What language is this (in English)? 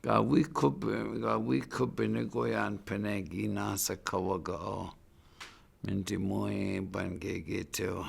Chippewa